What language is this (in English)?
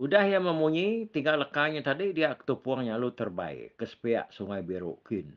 Iban